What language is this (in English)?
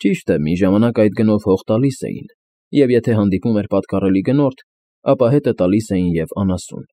Armenian